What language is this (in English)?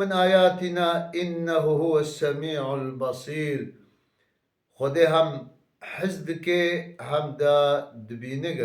Kurdish